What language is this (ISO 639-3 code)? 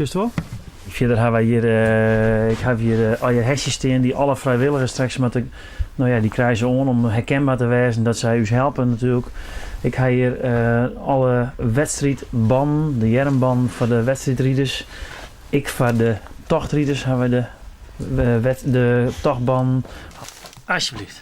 fry